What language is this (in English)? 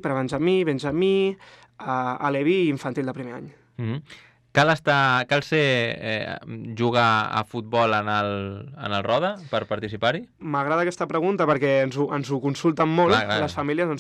Catalan